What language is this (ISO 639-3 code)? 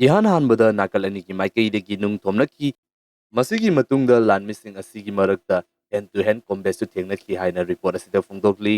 mni